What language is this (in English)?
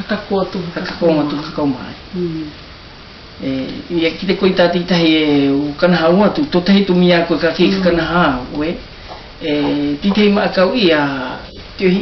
South Marquesan